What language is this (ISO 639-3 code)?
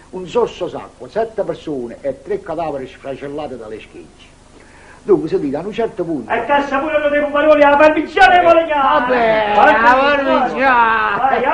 nap